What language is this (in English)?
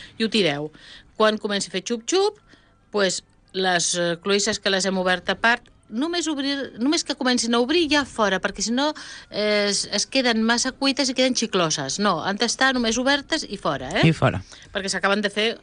Catalan